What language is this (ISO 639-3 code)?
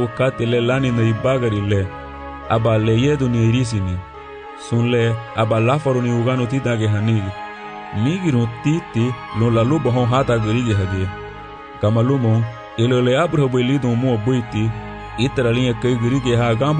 cab